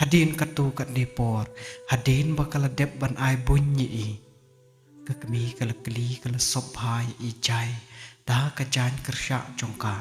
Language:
Khasi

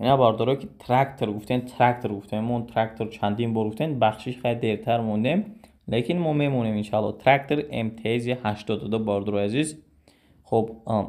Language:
Tajik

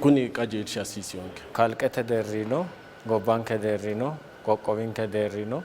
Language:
Sidamo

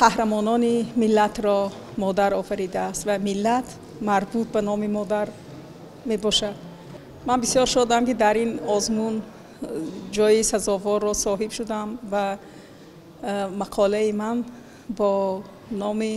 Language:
Tajik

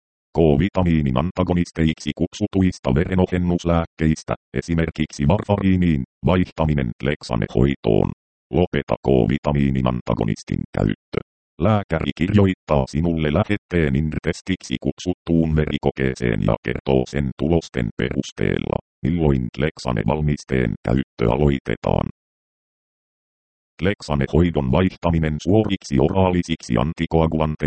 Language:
Finnish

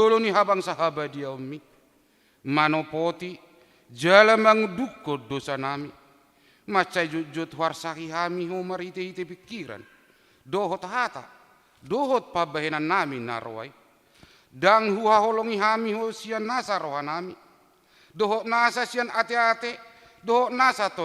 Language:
Batak Toba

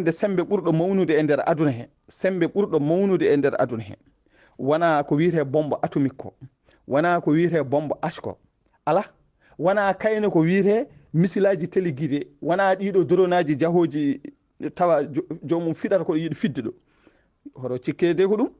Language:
Fula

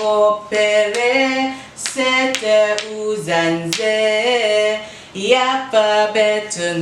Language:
Chamorro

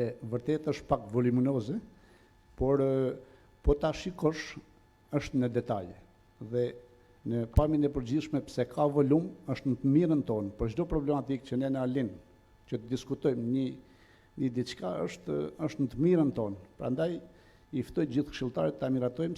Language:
Albanian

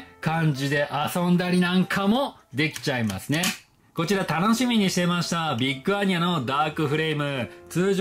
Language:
Japanese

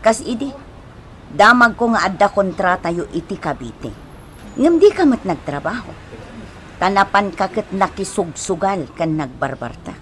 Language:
Iloko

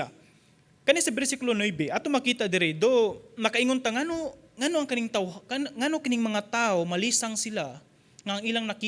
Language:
Cebuano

